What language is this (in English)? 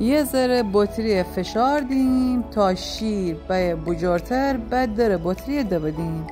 Gilaki